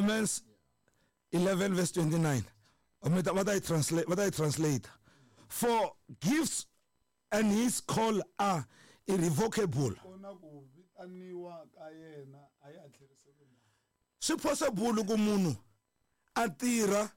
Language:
Tsonga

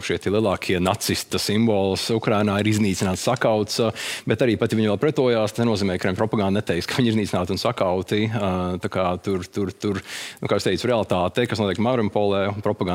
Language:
Latvian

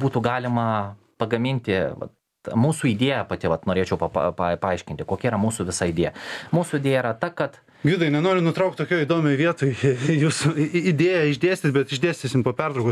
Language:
Lithuanian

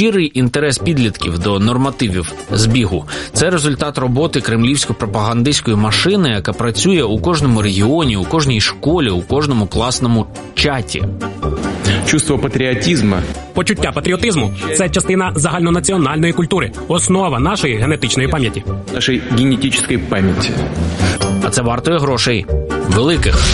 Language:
Ukrainian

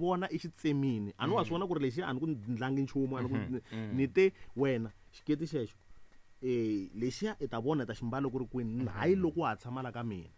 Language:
Tsonga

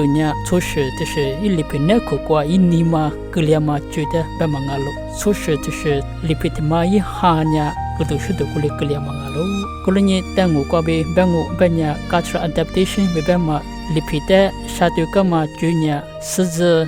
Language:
Lisu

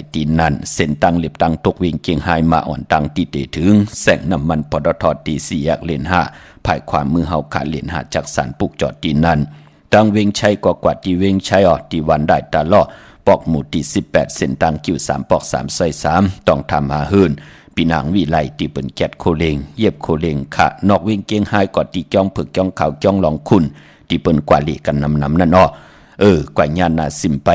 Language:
Shan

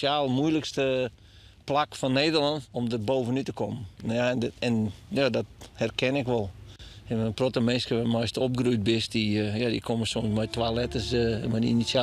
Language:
Western Frisian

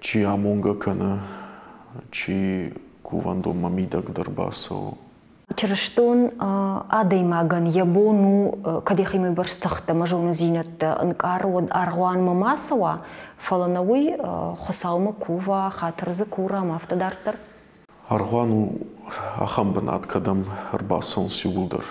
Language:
Ossetic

